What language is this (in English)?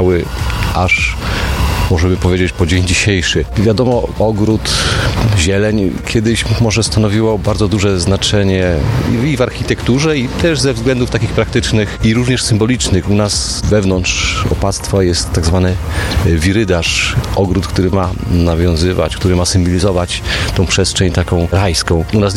Polish